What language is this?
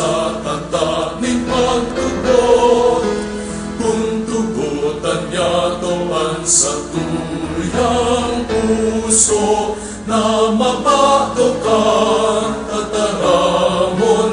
Bikol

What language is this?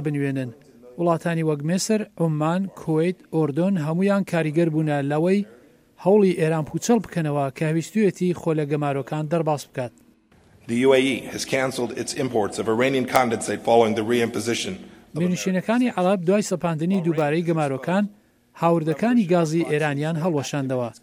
Central Kurdish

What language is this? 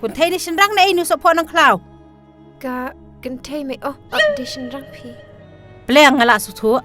Khasi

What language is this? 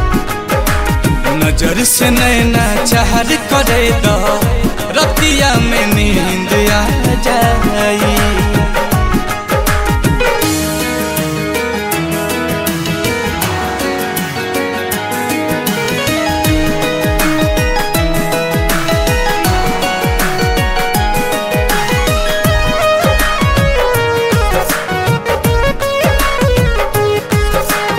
Bhojpuri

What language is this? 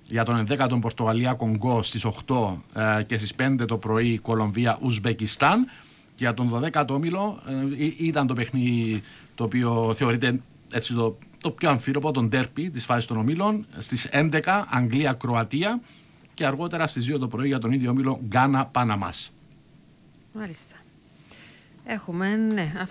Greek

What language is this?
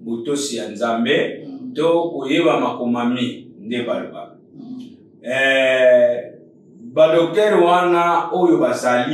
Lingala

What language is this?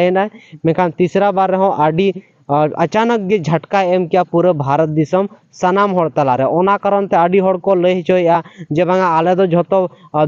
Santali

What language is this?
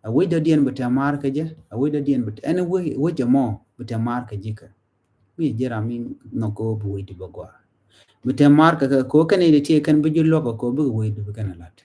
Nuer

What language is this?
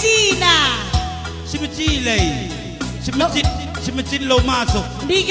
Batak Karo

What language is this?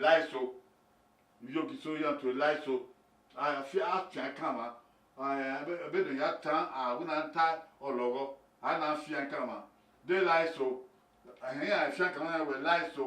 Bini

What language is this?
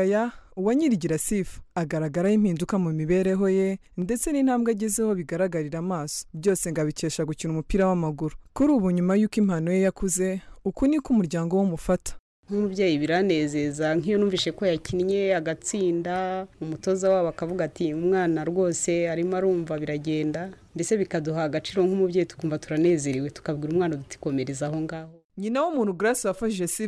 Kinyarwanda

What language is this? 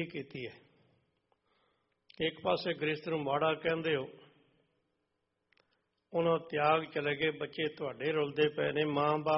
Punjabi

